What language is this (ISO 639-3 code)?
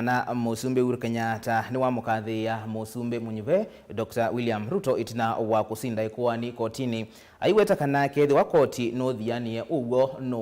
kam